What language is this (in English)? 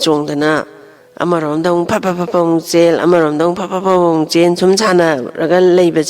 Manipuri